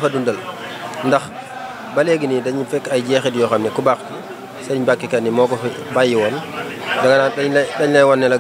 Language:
Wolof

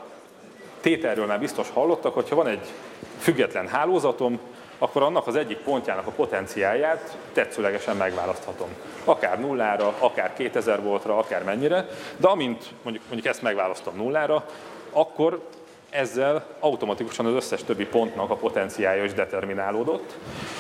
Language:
Hungarian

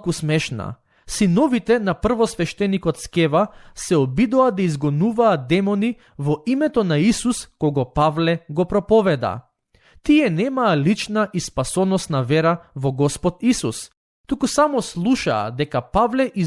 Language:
Macedonian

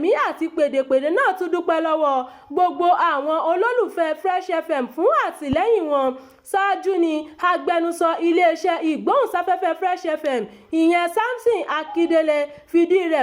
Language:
Yoruba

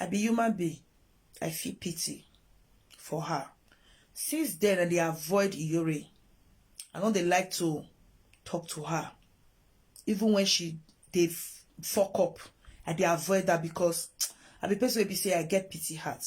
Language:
Nigerian Pidgin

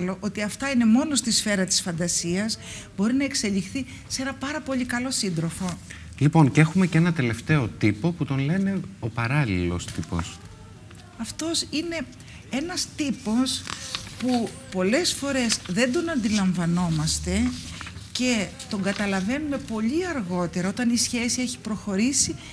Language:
Greek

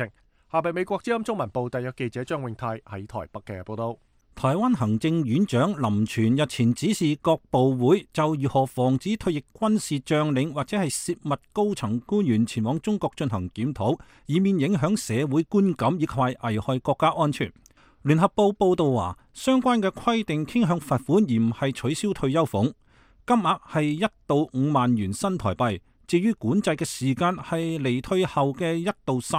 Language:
Cantonese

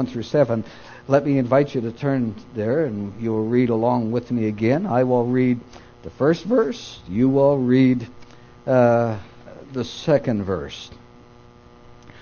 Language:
English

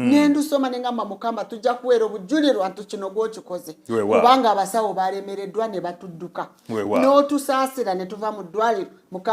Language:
Ganda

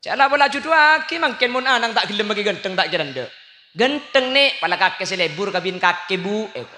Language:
Madurese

